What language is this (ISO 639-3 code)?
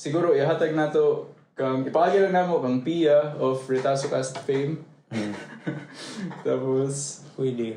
ceb